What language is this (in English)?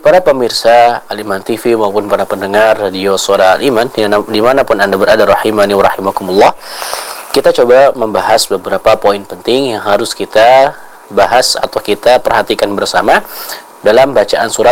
Indonesian